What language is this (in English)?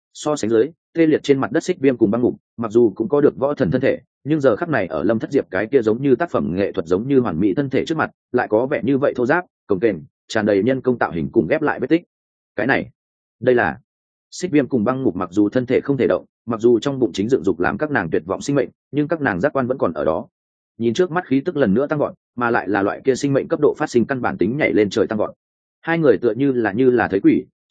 Vietnamese